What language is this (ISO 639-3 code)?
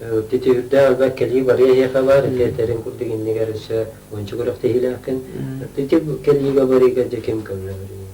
sah